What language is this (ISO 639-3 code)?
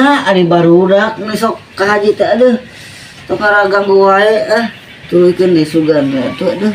sun